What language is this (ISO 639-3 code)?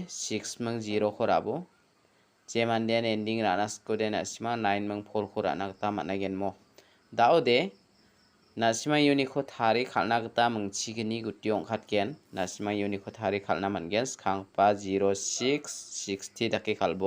grt